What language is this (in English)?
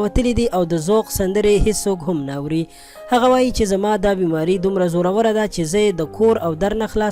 Pashto